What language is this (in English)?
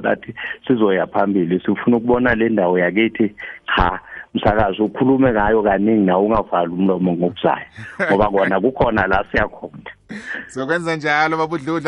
South Ndebele